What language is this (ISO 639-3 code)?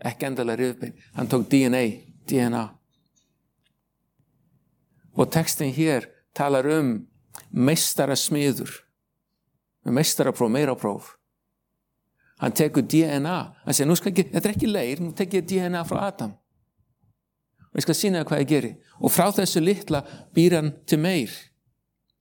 isl